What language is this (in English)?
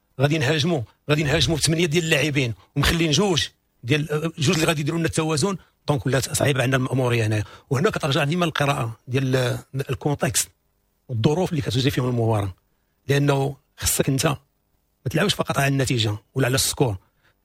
Moroccan Arabic